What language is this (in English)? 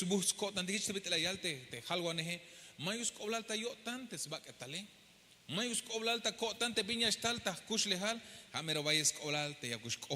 Tzeltal